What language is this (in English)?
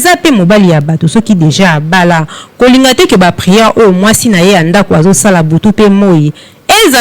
Lingala